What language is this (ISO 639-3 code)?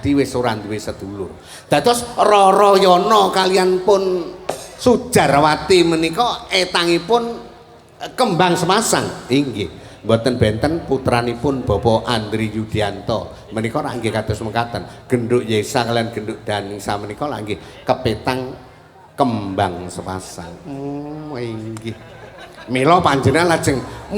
jav